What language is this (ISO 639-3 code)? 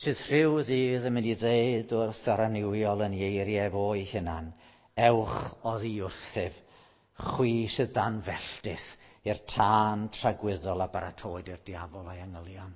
cym